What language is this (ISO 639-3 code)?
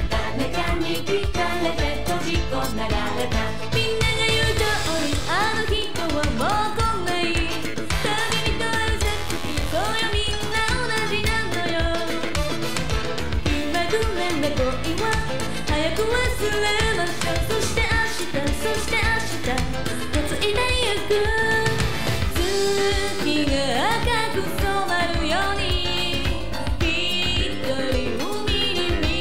jpn